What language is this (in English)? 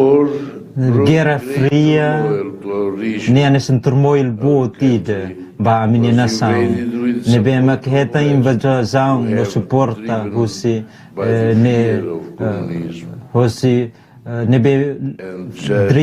Tetum